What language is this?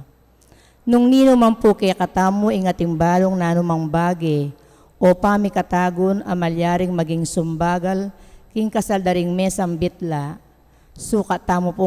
Pampanga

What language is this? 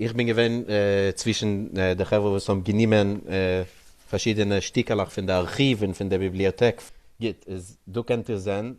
Yiddish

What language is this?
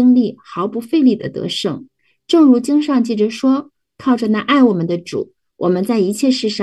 Chinese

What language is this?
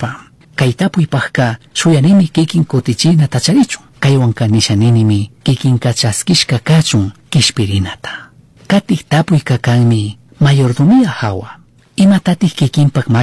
Chimborazo Highland Quichua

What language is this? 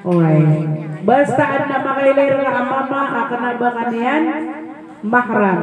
Maranao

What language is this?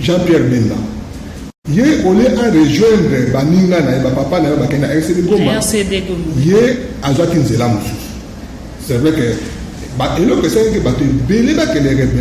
Lingala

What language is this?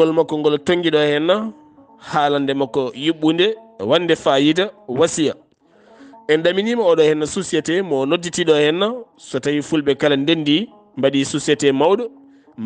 Fula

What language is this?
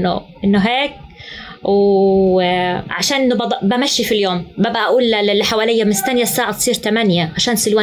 North Levantine Arabic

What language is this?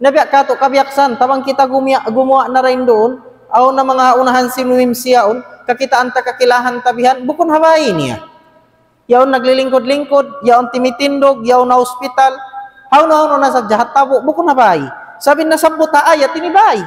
Tausug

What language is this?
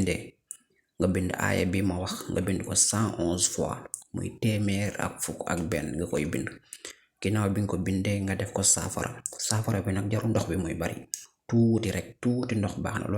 Wolof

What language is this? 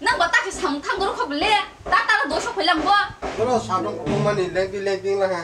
Kok Borok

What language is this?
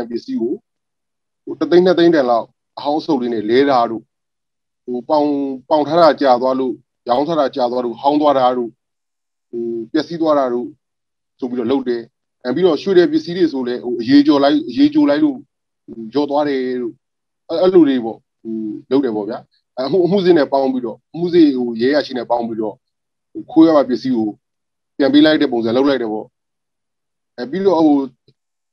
Burmese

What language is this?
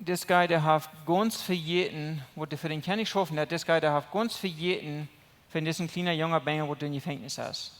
Plautdietsch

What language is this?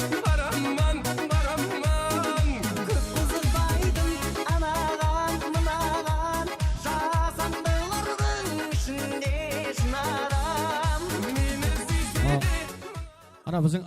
Kara-Kalpak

